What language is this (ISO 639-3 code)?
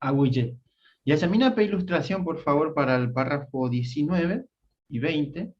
grn